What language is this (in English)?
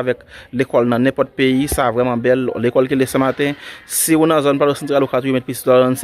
Haitian Creole